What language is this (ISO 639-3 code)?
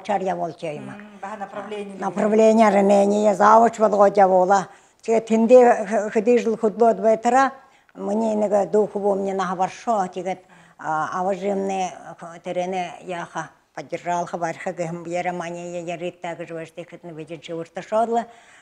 bua